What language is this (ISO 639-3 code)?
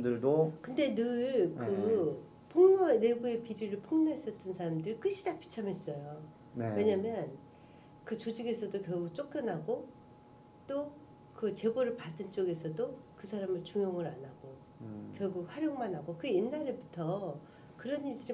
kor